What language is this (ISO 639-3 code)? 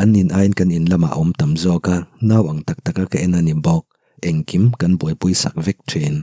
lus